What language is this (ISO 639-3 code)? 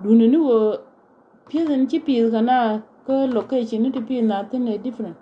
nus